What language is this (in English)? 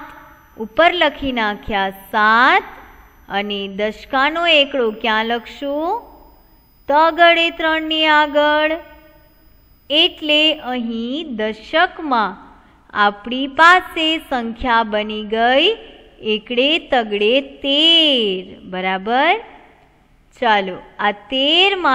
Gujarati